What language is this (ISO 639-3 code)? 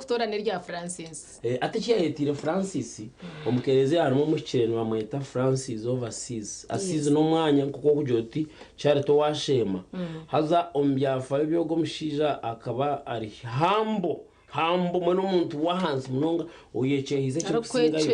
nyn